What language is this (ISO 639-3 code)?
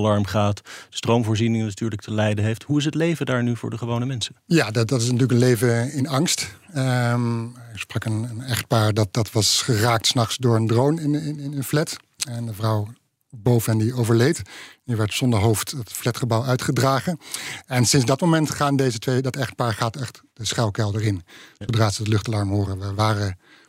nld